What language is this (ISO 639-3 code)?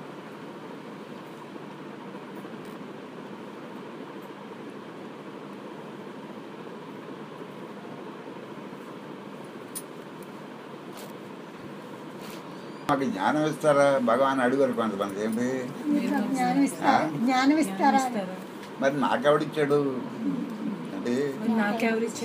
tel